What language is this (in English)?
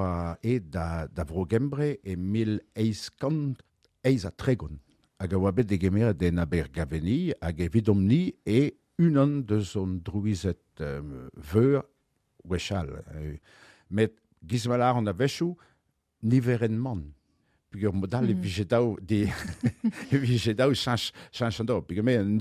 Breton